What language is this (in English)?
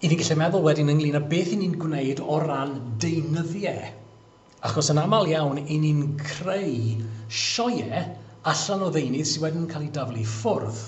Welsh